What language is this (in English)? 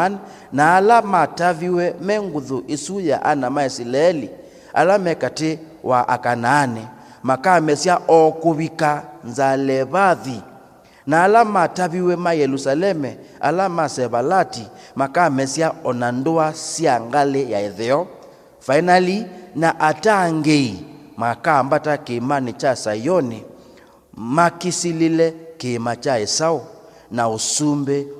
Kamba